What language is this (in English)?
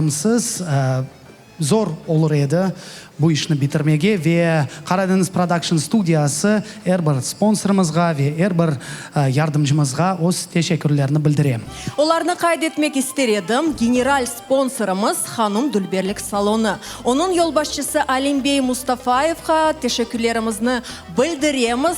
Crimean Tatar